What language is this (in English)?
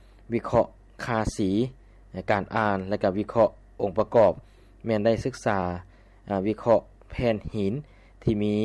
Lao